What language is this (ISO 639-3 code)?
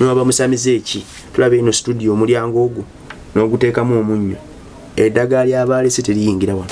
lug